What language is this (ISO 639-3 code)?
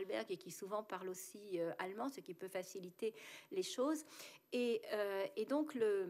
fra